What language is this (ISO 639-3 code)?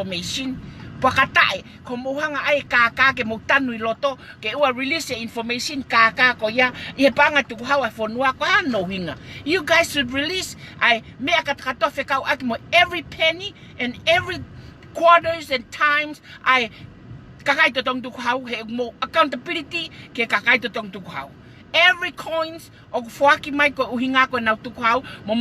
ton